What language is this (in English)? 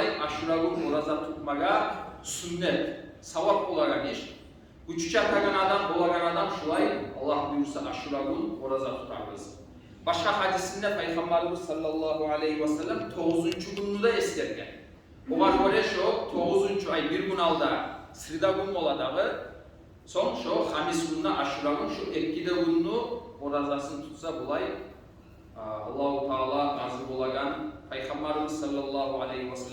Kumyk